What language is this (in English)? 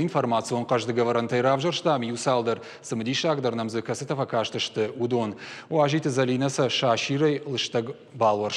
Ossetic